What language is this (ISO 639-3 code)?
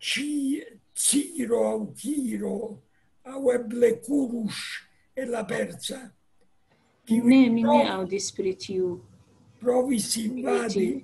epo